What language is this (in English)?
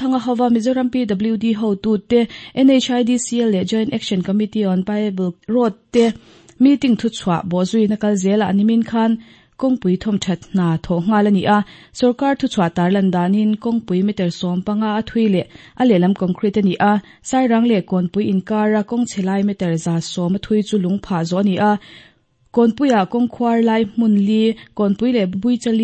Mizo